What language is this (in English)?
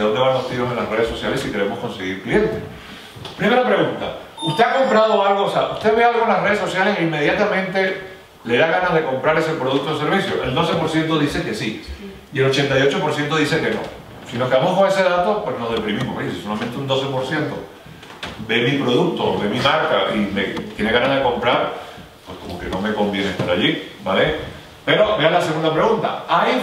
Spanish